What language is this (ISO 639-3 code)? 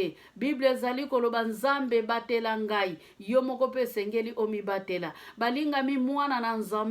lin